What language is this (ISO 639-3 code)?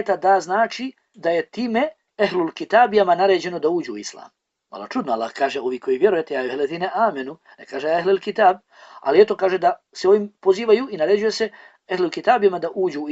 bos